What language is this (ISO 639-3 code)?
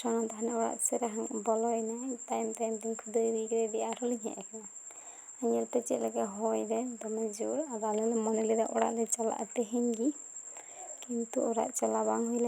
sat